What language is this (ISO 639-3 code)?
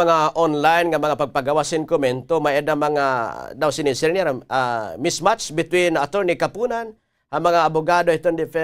war